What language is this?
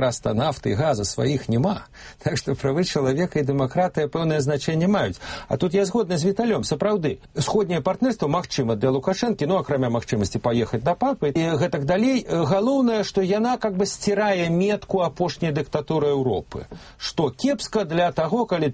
Belarusian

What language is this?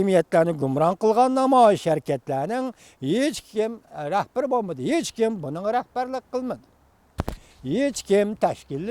Uyghur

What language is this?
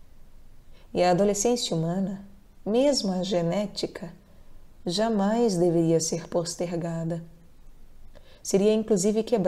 Portuguese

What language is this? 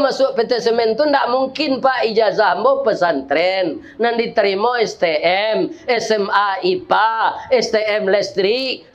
Minangkabau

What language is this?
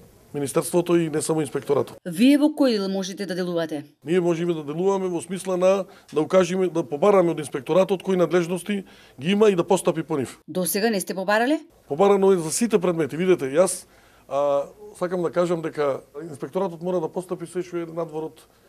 Macedonian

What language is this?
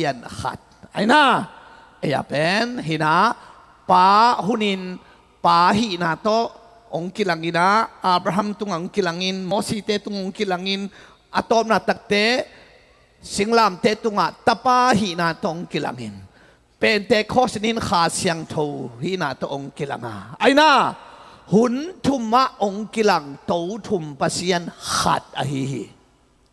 Tedim Chin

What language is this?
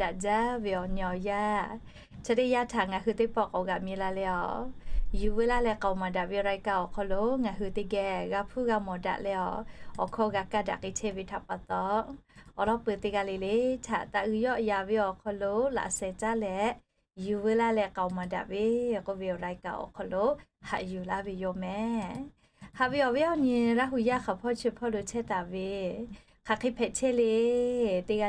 Lahu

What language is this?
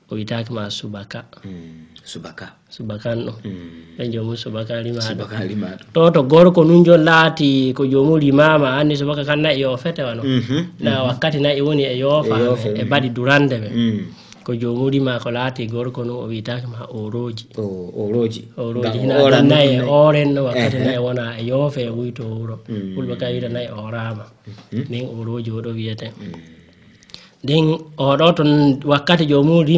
Fula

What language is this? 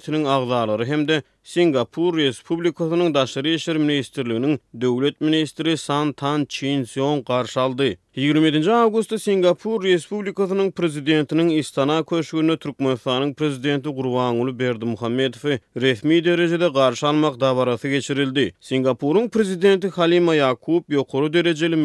Turkmen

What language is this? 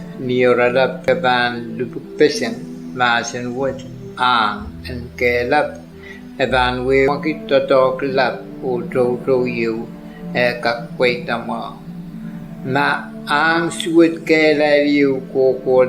Pohnpeian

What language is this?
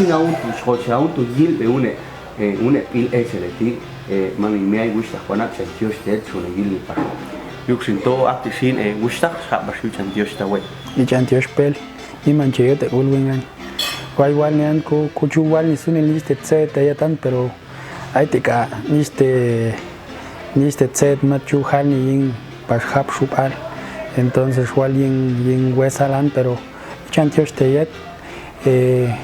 Popti'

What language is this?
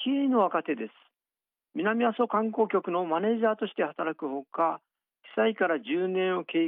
Japanese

